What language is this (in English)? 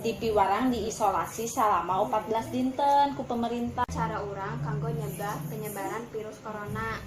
Sundanese